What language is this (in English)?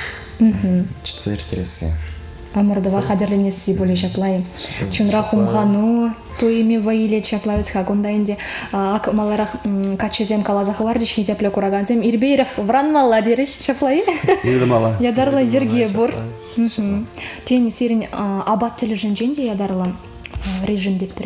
Chuvash